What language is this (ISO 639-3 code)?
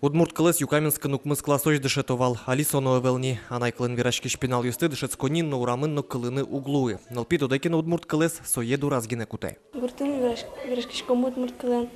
udm